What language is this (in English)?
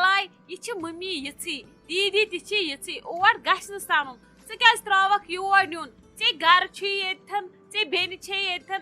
Kashmiri